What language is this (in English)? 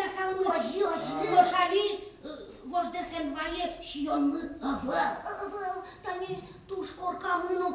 Udmurt